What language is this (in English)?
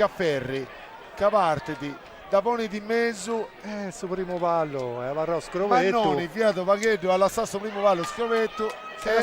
Sardinian